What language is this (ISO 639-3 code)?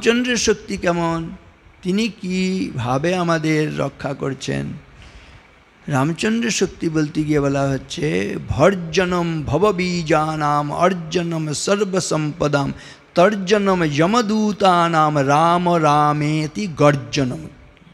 ben